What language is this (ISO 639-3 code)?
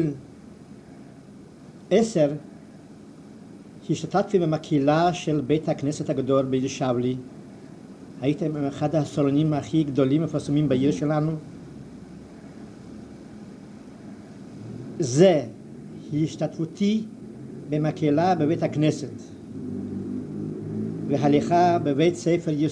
heb